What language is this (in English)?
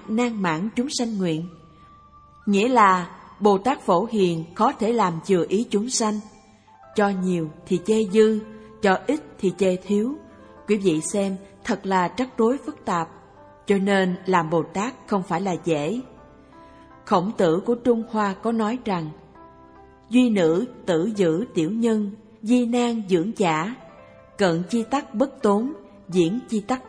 Vietnamese